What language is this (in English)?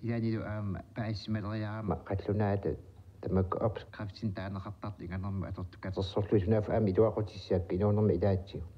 Kalaallisut